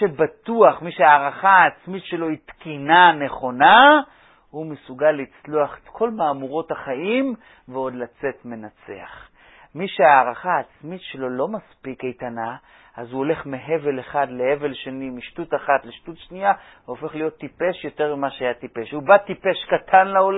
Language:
Hebrew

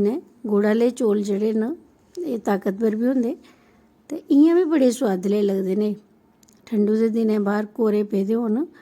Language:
Dogri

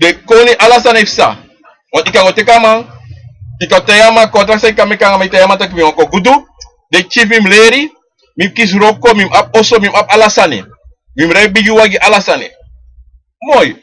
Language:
Sranan Tongo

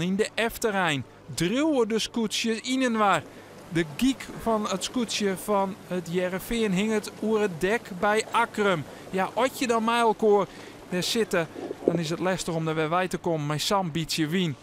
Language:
Western Frisian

